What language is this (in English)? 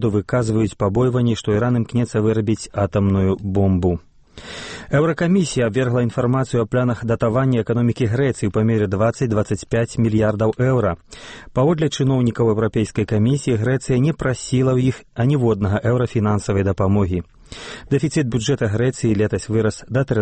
Belarusian